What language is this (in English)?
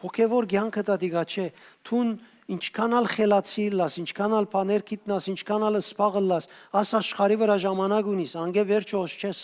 Western Armenian